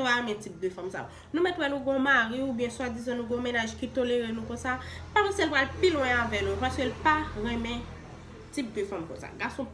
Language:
Haitian Creole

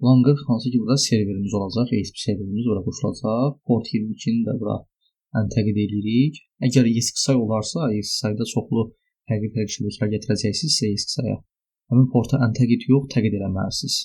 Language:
Azerbaijani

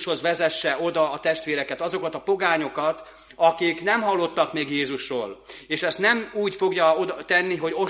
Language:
Hungarian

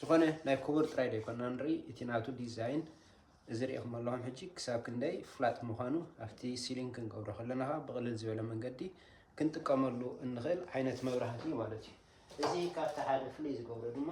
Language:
Tigrinya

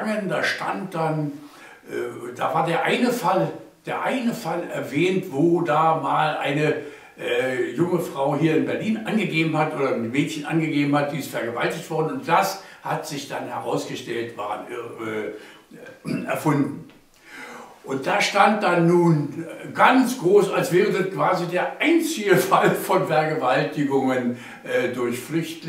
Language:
German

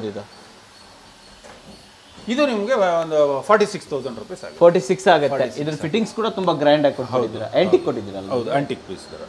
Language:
Kannada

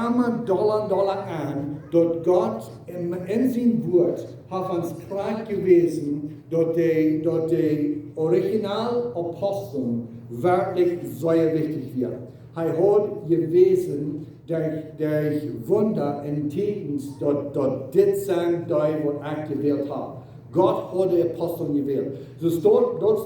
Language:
Plautdietsch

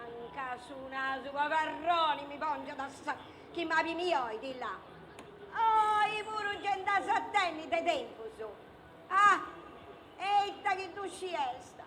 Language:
Sardinian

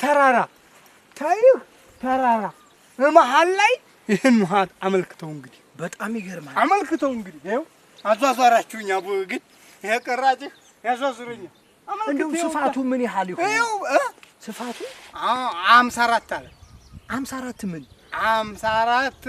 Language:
Amharic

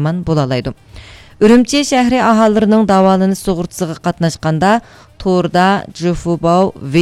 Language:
Uyghur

